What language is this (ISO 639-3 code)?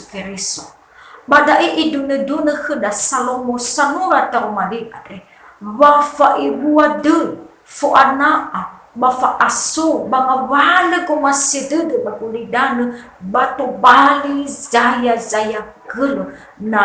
nia